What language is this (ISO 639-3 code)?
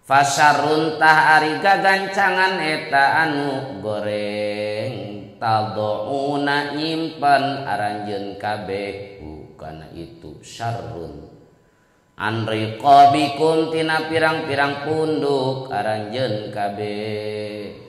sun